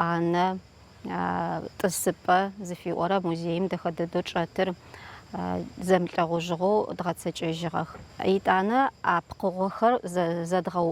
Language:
Adyghe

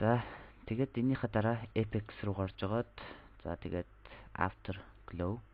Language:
Mongolian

